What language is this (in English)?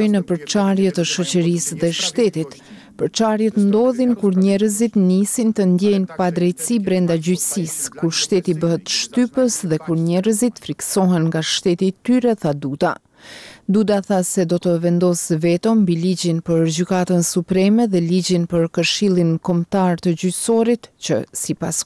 Albanian